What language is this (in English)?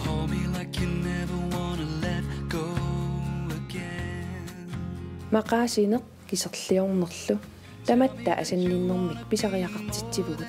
Kalaallisut